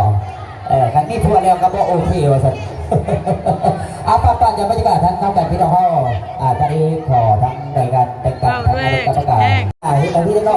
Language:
Lao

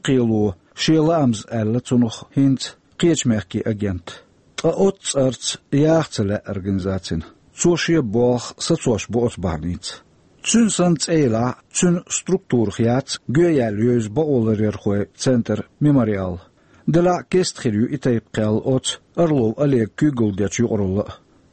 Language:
Chechen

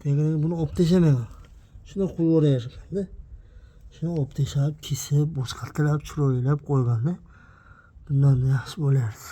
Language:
Uzbek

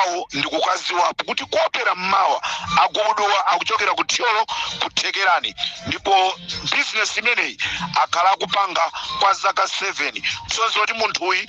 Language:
Nyanja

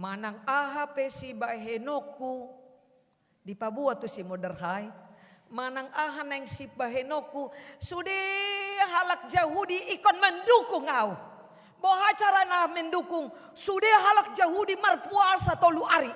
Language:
Batak Toba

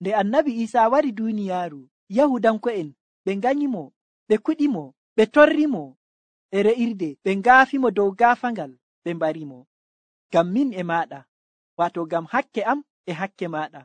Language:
Nigerian Fulfulde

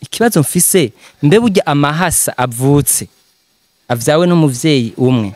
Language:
Rundi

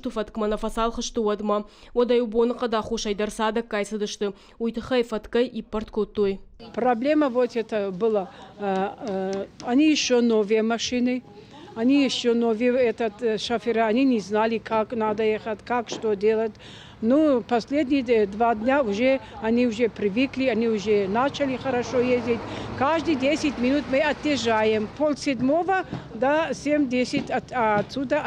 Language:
Ossetic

